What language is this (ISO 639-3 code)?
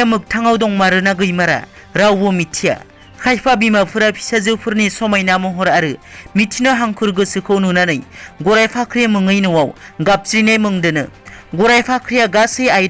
brx